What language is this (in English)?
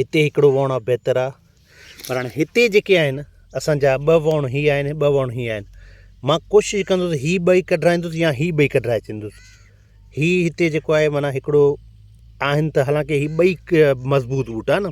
Sindhi